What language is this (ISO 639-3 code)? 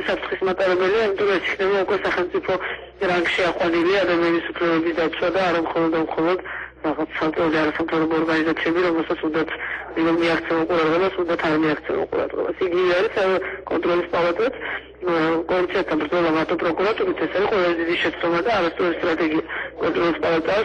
kat